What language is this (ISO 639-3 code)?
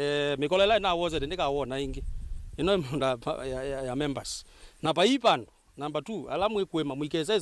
kam